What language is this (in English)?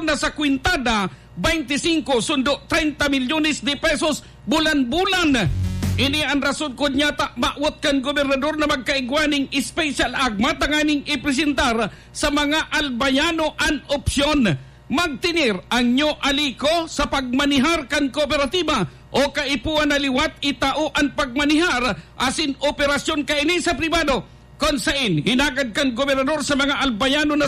Bikol